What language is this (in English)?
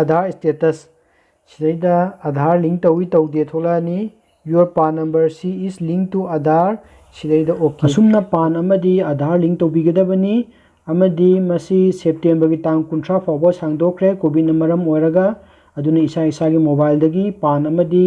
Manipuri